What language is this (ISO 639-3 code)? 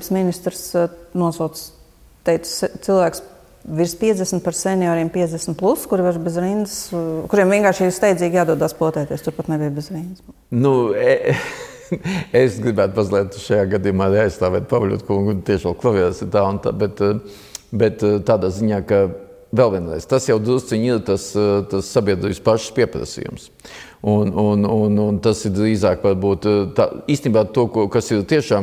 lav